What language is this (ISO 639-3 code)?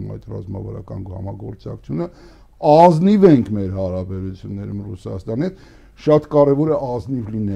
hye